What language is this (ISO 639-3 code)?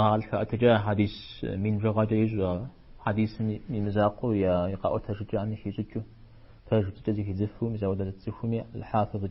kbd